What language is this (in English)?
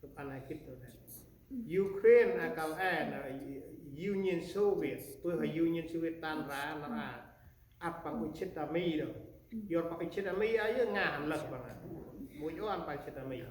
Central Mnong